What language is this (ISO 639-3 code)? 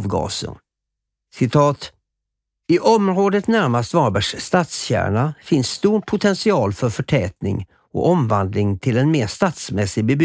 swe